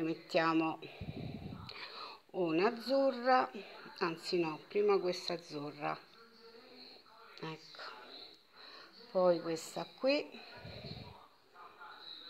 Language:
Italian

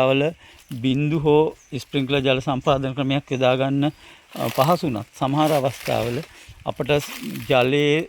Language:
Sinhala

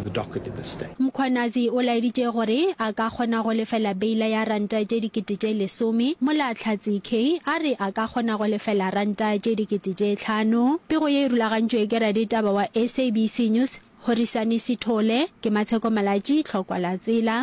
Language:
Northern Sotho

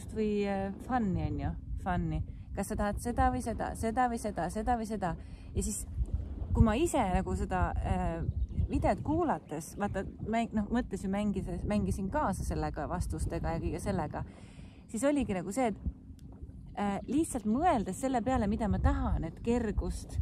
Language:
Estonian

